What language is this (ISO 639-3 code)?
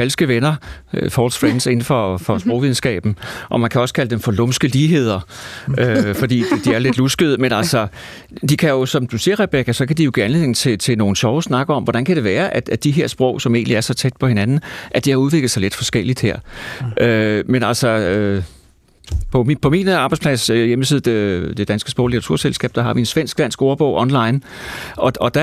dan